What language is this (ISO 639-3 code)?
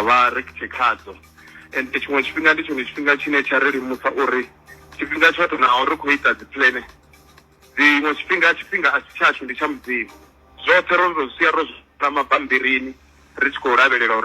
ven